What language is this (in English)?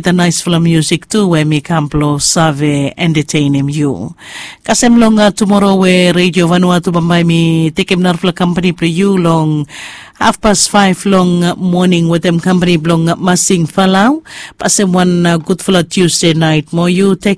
Bislama